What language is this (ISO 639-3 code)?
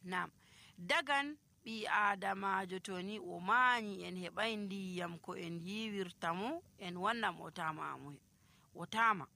fuv